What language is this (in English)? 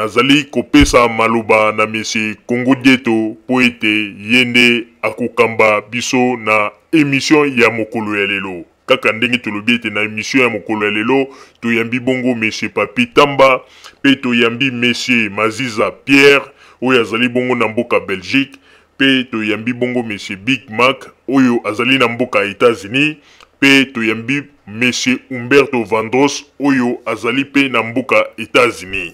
Lingala